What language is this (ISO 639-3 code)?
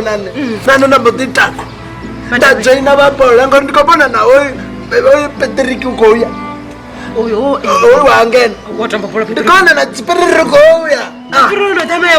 ven